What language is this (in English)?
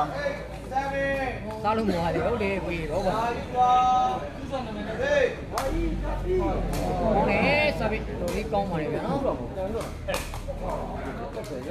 Burmese